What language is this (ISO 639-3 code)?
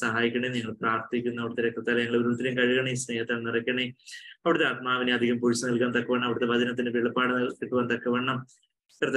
mal